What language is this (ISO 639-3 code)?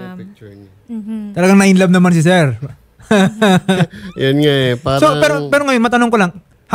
fil